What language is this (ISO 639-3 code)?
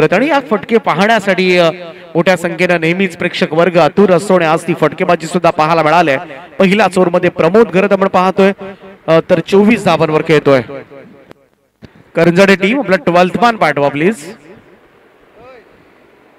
mar